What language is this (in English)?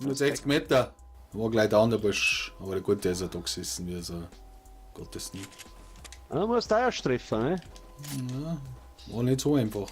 Bavarian